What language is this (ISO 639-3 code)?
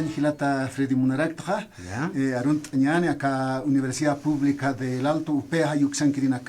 aym